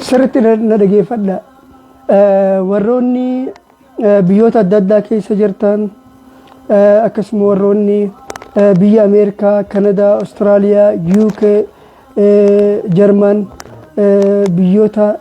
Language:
Oromo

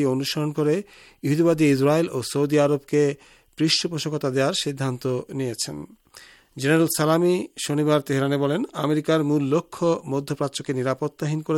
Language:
Bangla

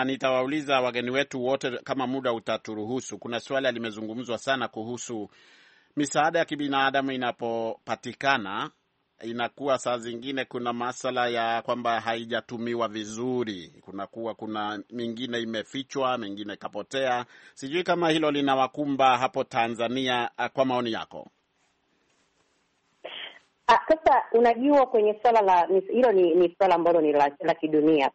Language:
Swahili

